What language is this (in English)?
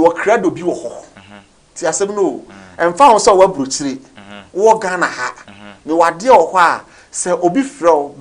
Akan